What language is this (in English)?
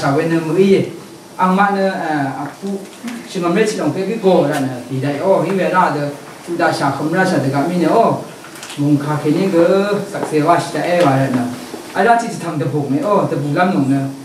Rawang